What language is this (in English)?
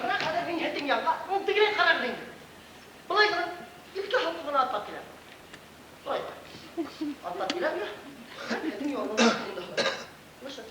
Bashkir